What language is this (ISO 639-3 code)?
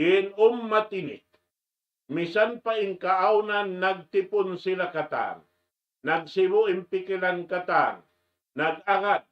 tsg